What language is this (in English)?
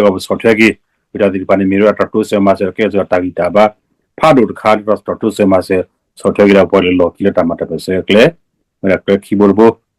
S'gaw Karen